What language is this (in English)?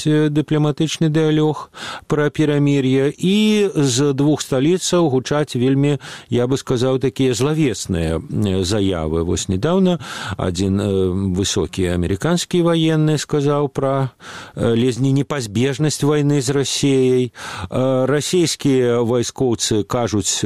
Belarusian